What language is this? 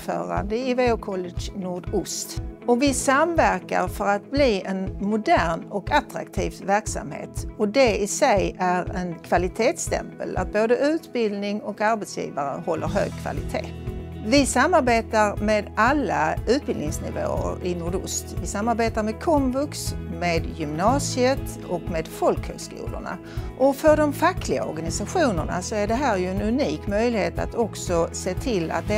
Swedish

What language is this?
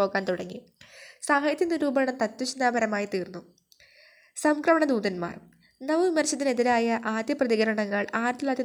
Malayalam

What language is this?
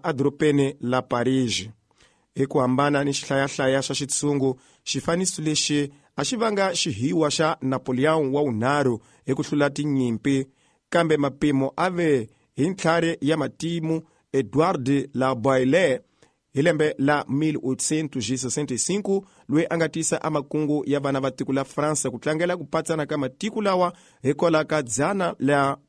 Tsonga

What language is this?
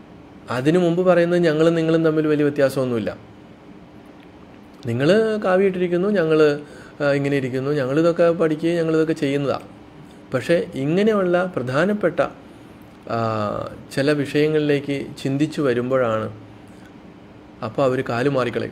Malayalam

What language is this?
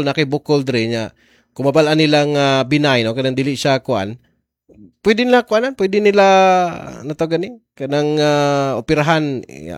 Cebuano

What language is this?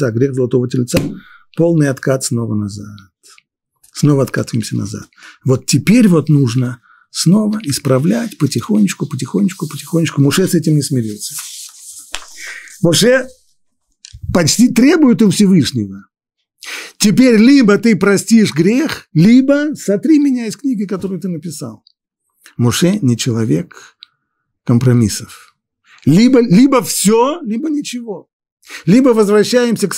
Russian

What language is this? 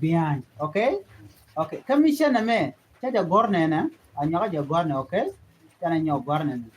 Nuer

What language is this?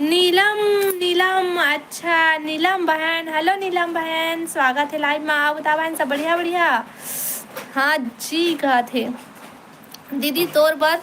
Chhattisgarhi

